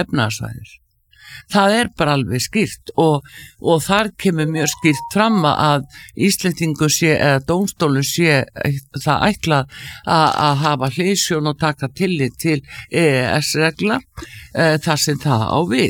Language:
Icelandic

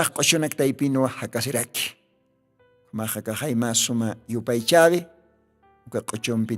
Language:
Aymara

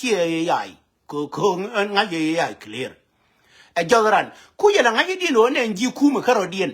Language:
Nuer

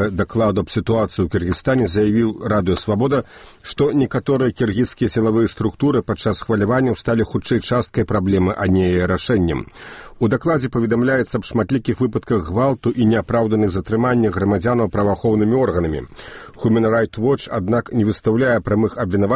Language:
Belarusian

